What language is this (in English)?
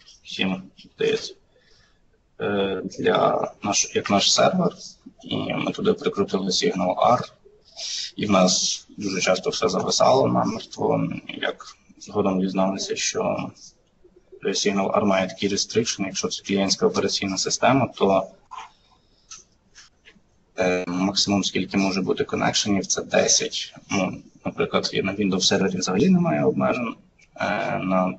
Ukrainian